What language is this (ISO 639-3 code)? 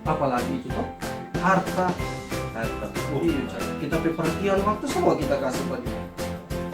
xmm